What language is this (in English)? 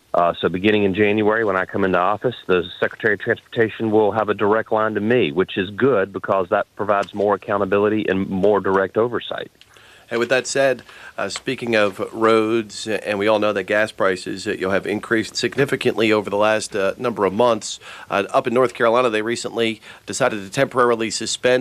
English